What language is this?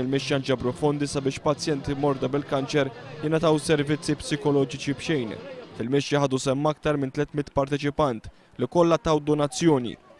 Maltese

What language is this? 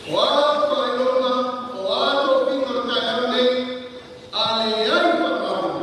Samoan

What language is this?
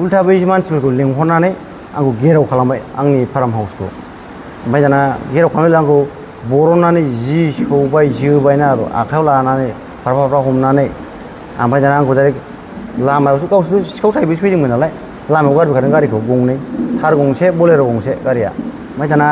Bodo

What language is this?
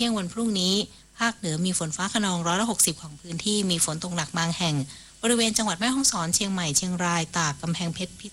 Thai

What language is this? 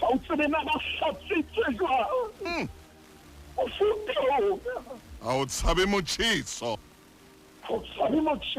Southern Sotho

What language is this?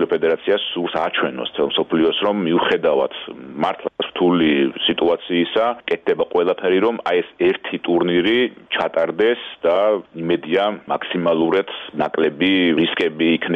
Georgian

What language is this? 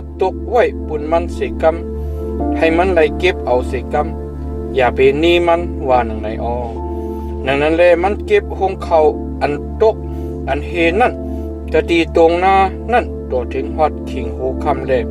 Shan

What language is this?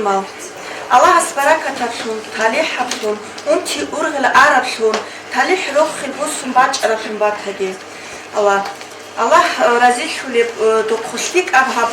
Avaric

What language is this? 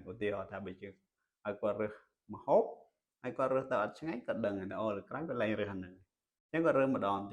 Khmer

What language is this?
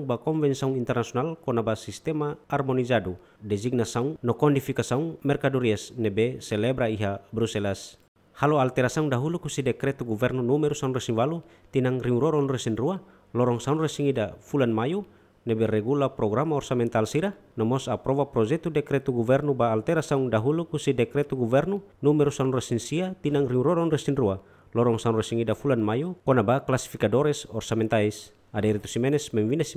Tetum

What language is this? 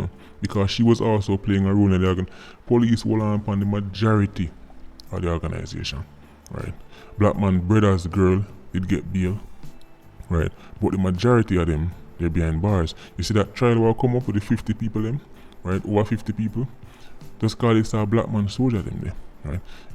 Jamaican Creole English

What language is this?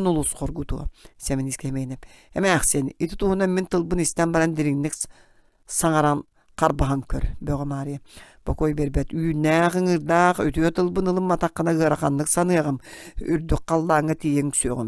Yakut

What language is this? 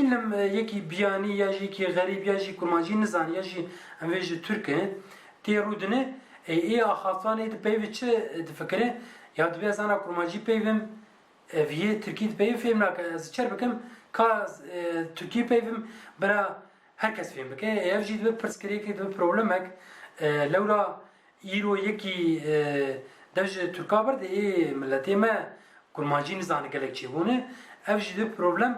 Kurdish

